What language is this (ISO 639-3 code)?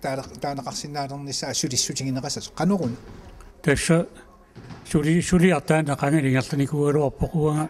kal